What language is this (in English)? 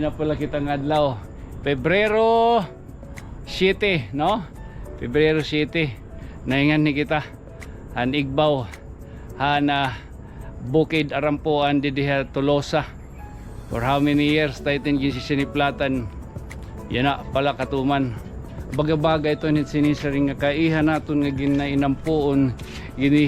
Waray